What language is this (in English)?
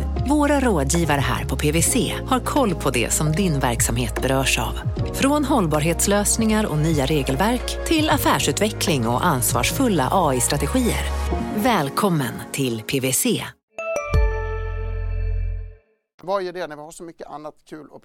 Swedish